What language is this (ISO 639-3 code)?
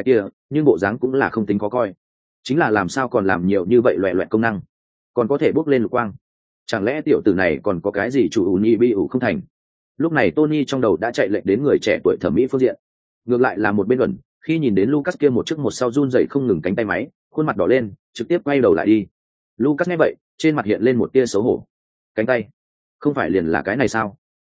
vie